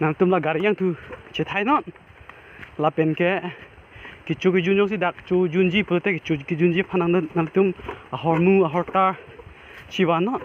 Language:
Karbi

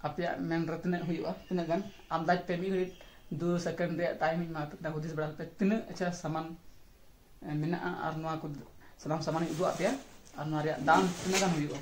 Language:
Santali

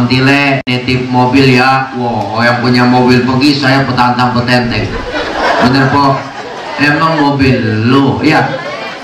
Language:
Betawi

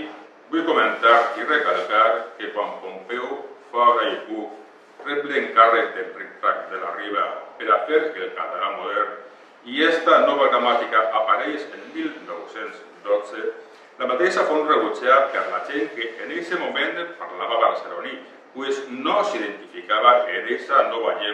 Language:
Catalan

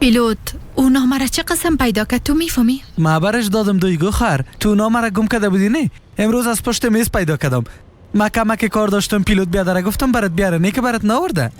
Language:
Persian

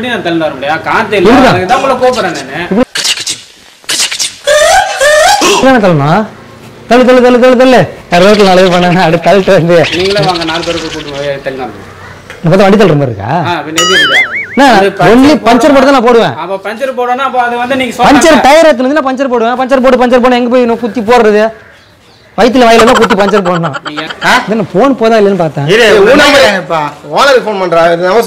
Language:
Tamil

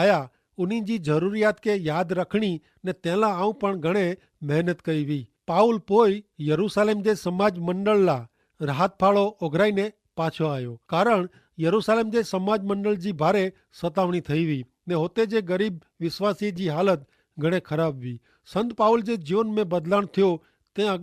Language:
Kachhi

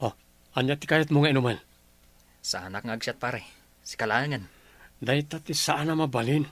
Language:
Iloko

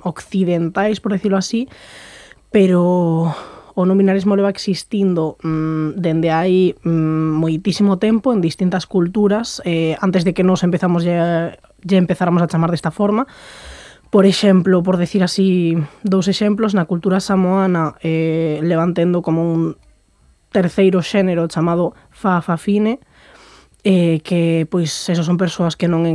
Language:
Galician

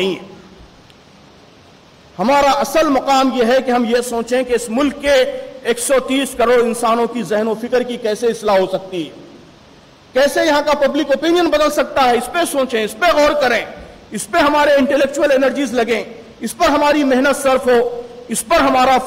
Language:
Urdu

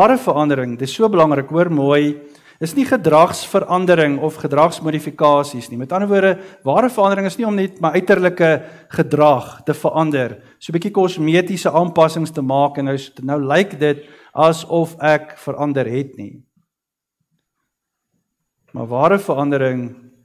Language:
Afrikaans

